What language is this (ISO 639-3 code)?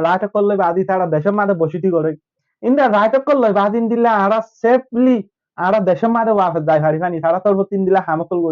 rhg